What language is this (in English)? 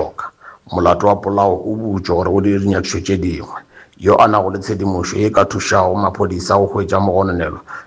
Northern Sotho